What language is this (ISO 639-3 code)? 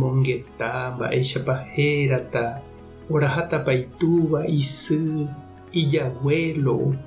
grn